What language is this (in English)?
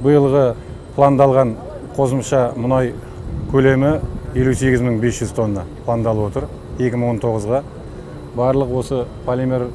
Kazakh